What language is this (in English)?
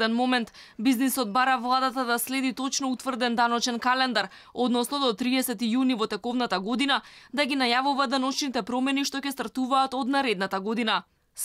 Macedonian